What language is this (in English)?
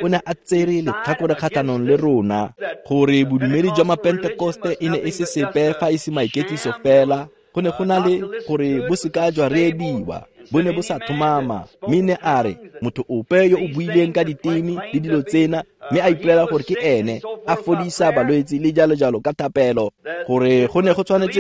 Tswana